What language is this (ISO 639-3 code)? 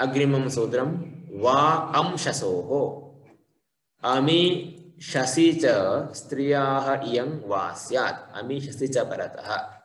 san